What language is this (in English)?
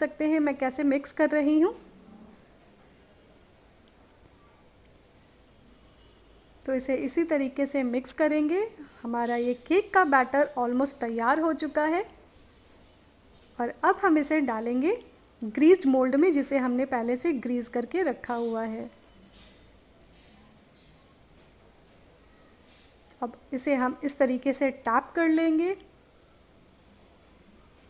Hindi